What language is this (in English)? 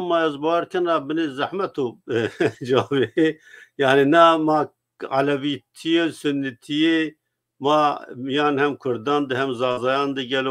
Zaza